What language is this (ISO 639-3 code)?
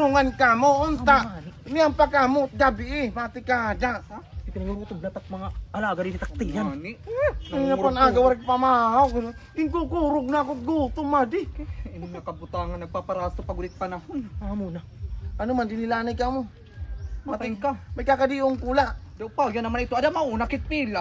war